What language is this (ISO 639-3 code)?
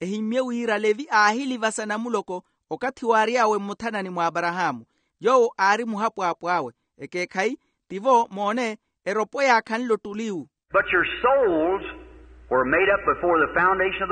vmw